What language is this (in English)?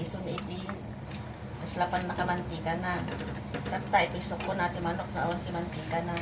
Iloko